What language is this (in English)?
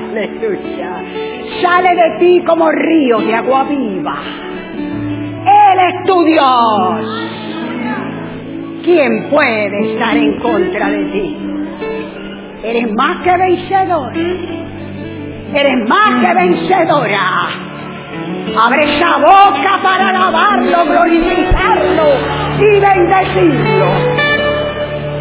Spanish